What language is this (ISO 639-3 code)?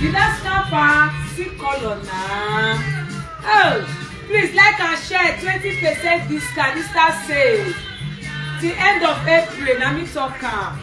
pcm